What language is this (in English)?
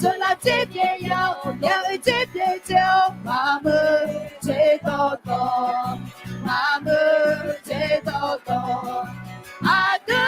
Akha